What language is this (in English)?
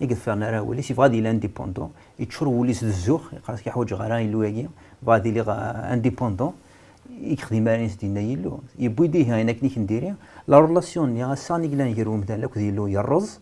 Kabyle